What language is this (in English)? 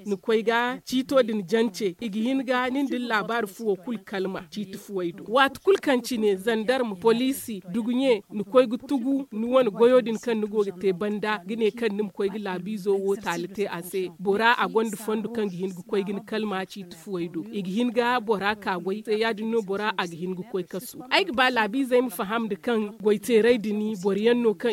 Zarma